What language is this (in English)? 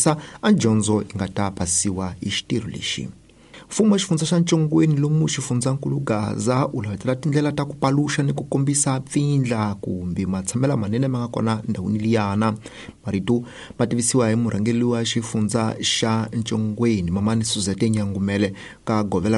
Tsonga